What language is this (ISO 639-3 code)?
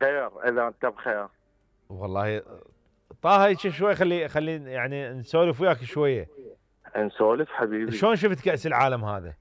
acm